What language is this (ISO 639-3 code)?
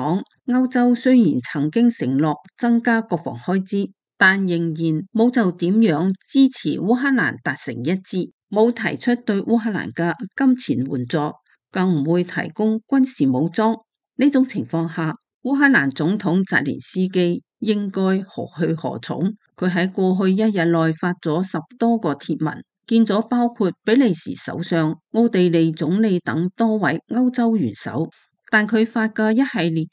yue